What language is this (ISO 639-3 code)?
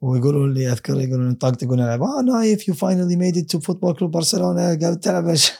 afb